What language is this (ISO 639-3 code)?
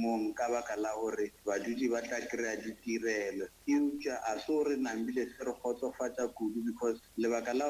nso